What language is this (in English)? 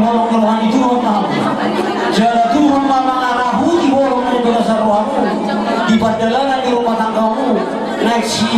Batak Toba